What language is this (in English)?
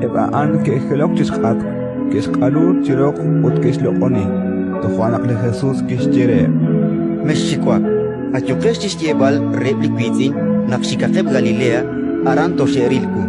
Kekchí